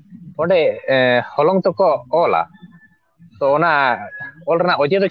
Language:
Santali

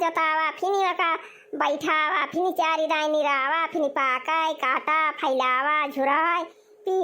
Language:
Awadhi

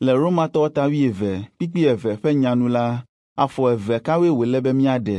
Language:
Ewe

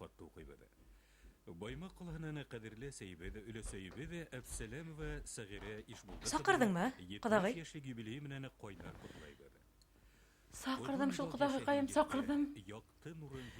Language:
Bashkir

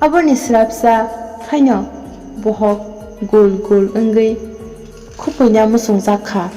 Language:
Kok Borok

